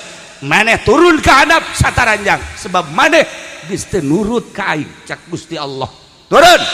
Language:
Sundanese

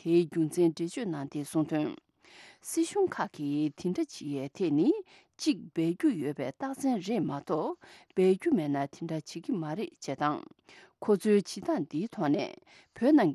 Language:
Tibetan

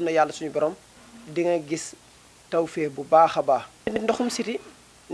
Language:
Wolof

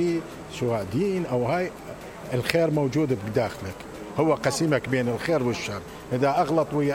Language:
Mesopotamian Arabic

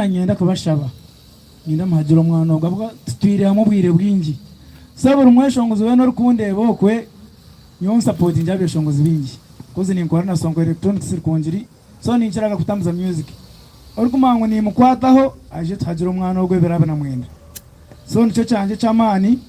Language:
Nyankole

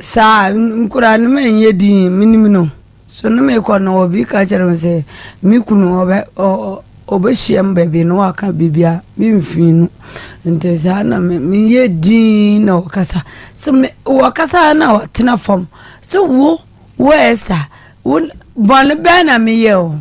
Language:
Akan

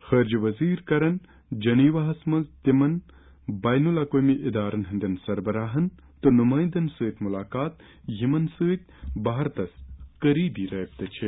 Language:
Kashmiri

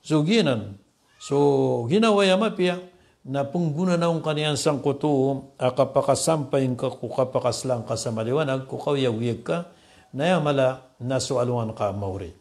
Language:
Maranao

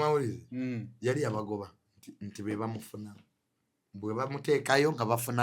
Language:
Ganda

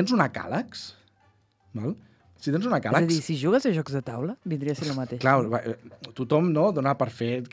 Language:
Catalan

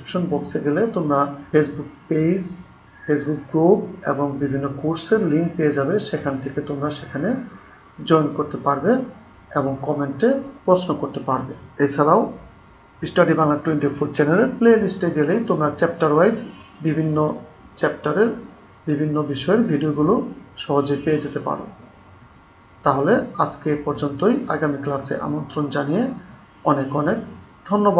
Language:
Bangla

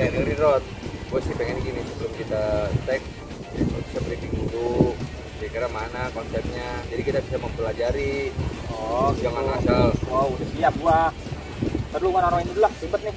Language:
Betawi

